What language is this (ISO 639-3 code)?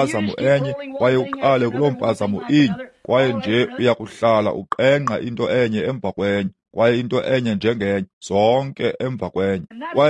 xho